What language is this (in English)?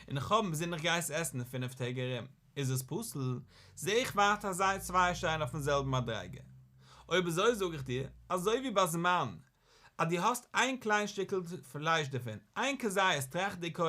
Yiddish